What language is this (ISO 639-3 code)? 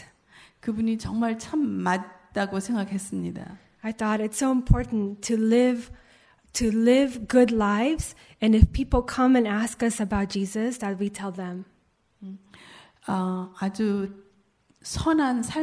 kor